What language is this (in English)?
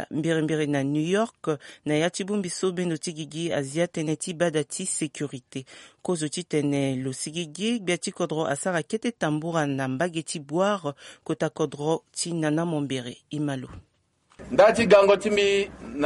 Sango